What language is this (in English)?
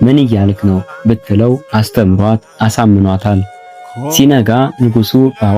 Amharic